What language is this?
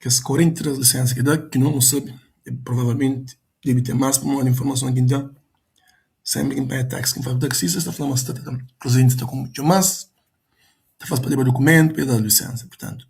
Kabuverdianu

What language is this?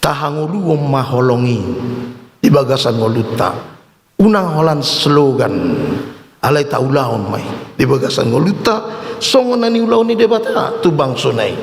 Batak Toba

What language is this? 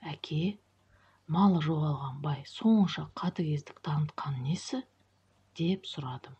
Kazakh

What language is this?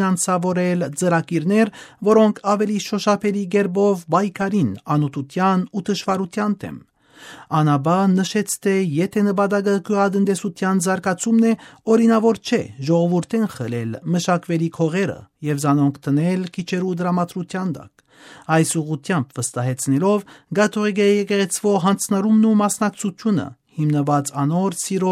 Western Armenian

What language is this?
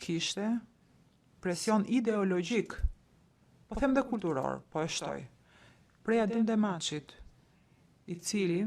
Albanian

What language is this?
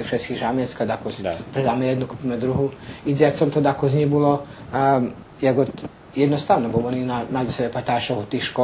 Rusyn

